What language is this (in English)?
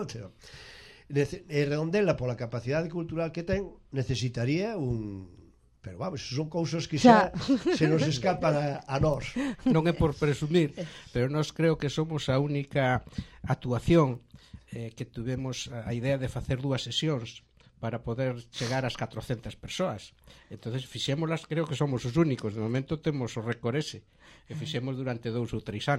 Galician